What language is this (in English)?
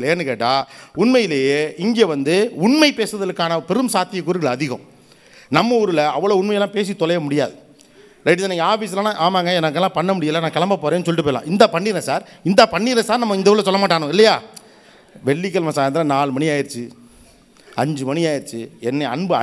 Tamil